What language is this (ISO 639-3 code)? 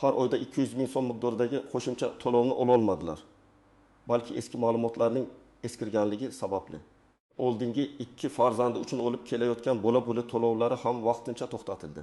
uzb